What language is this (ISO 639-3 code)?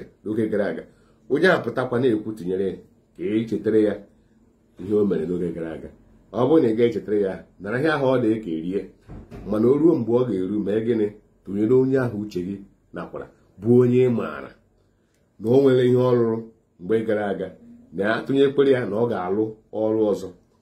ibo